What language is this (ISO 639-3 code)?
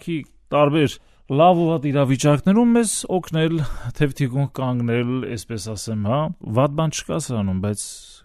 hye